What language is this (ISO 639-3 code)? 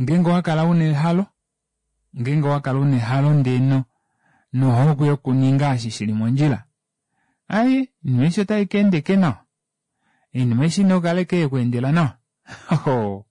kua